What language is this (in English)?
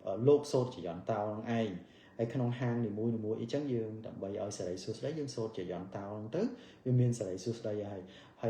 Khmer